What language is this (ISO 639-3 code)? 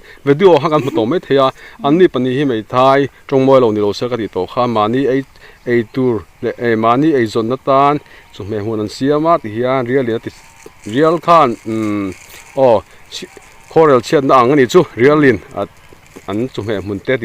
lus